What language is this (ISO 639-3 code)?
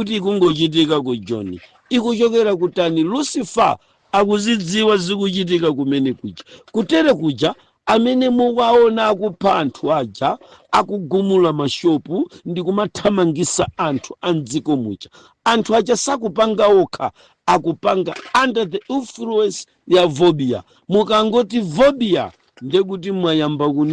nya